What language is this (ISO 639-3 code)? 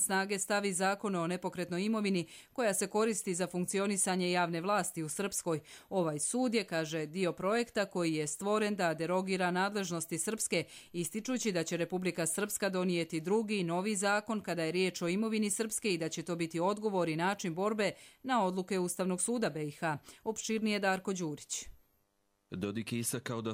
hrv